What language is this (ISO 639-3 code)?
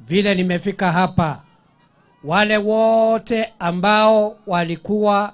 guz